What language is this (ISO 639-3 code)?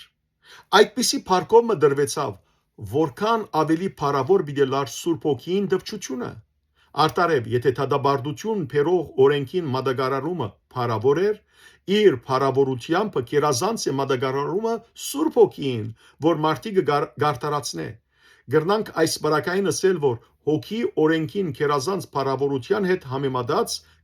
hyw